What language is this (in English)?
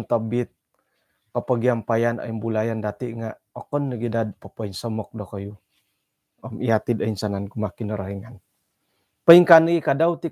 Central Dusun